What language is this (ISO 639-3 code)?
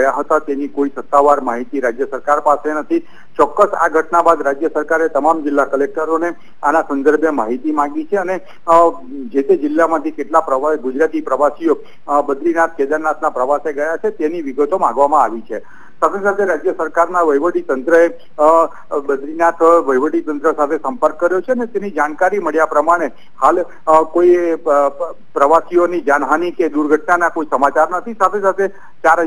guj